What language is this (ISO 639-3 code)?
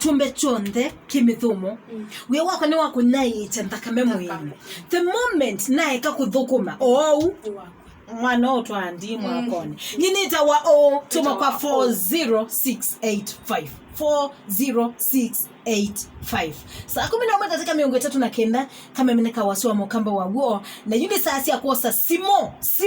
kam